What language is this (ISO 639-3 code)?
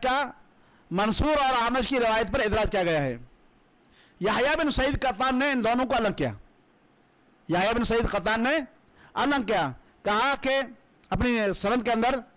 urd